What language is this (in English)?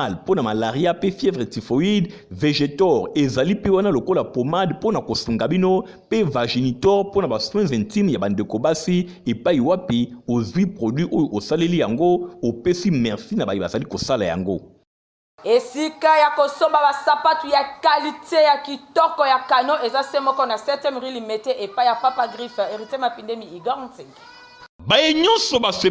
Lingala